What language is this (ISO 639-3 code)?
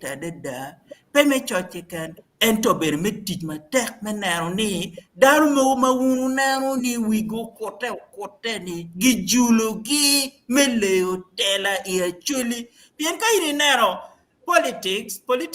ach